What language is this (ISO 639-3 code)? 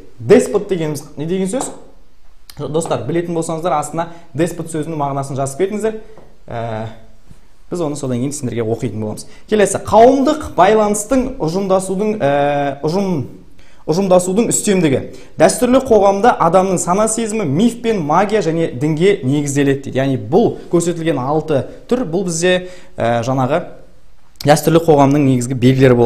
kaz